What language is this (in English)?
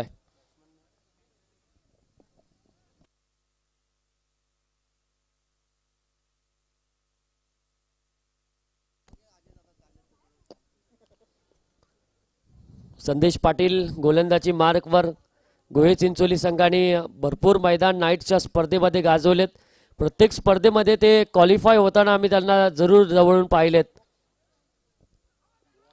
Marathi